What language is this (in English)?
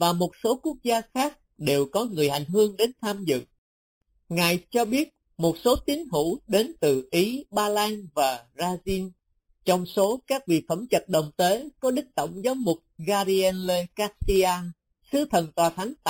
Vietnamese